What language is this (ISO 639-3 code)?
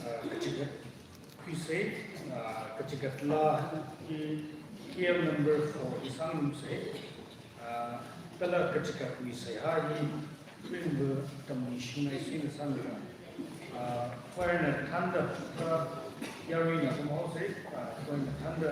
nmf